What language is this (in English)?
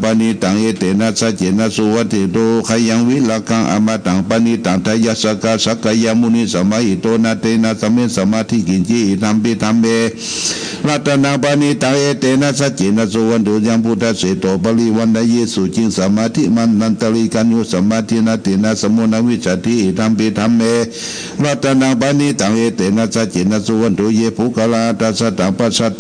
Pali